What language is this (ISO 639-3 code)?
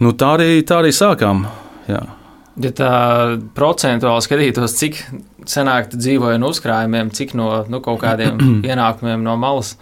lav